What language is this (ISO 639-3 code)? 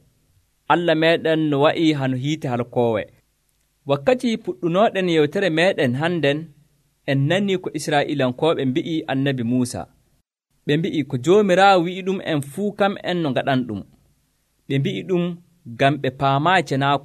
fuv